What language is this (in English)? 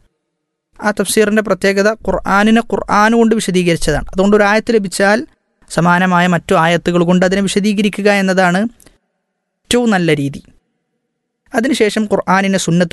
Malayalam